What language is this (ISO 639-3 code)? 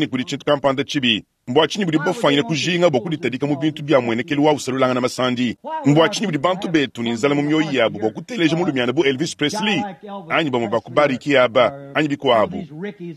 lua